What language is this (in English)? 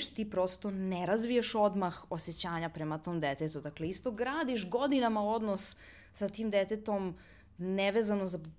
Serbian